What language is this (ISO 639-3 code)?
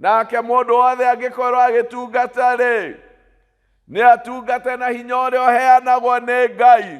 kik